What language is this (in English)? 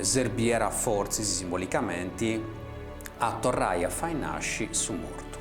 Sardinian